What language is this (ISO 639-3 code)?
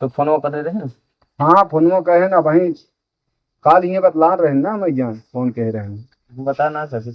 awa